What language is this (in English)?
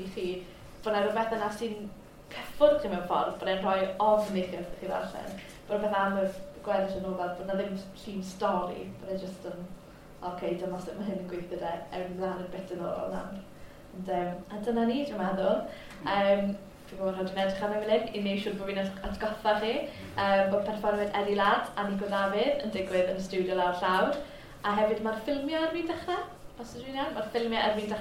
Welsh